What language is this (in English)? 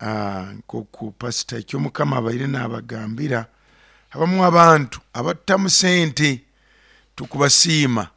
Nyoro